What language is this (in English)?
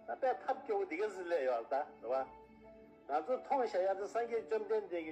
Tibetan